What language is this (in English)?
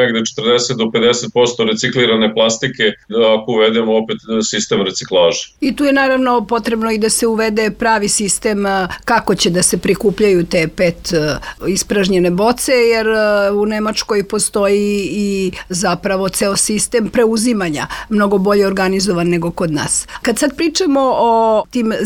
Serbian